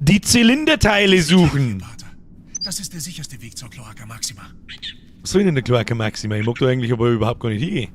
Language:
Bavarian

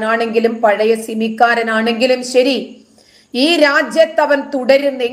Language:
Malayalam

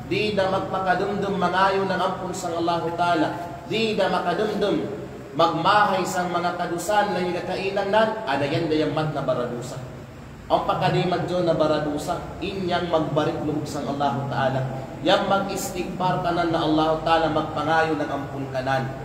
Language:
Kalagan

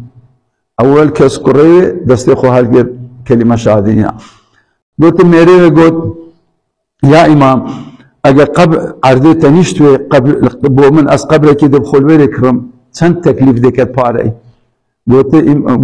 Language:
Kurdish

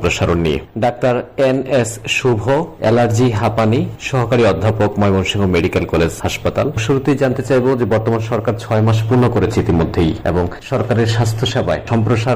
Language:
Bangla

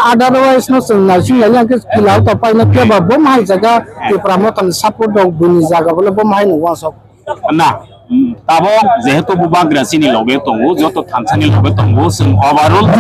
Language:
Kok Borok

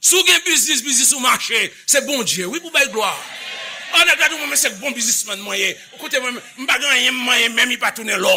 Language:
Haitian Creole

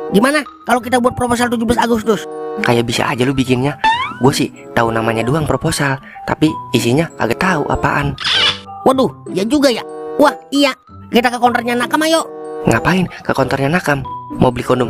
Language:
Betawi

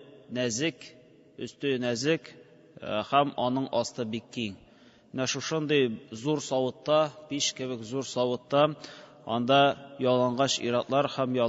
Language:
Tatar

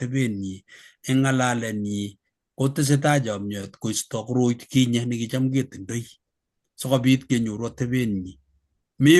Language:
Kalenjin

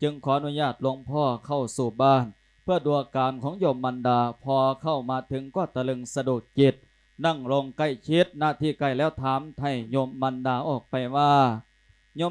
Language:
Lao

